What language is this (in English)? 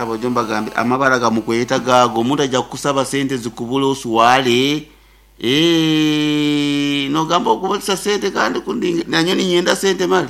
Nyoro